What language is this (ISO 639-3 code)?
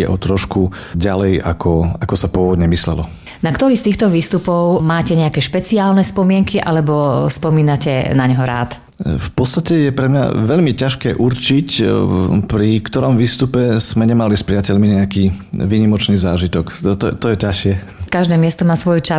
slk